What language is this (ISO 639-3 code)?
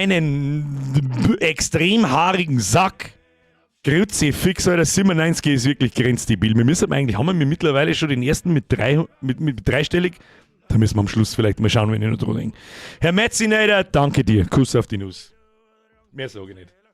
bar